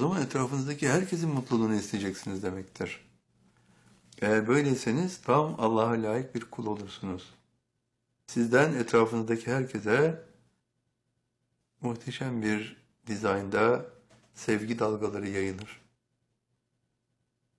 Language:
Turkish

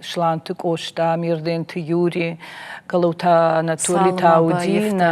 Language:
Ossetic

